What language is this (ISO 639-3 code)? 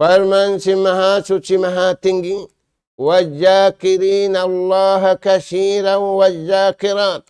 tsg